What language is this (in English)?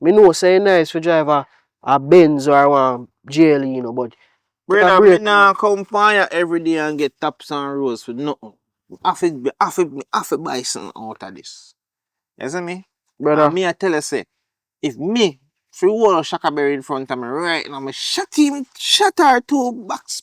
Jamaican Creole English